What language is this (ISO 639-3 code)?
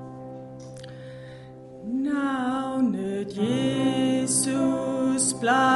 dan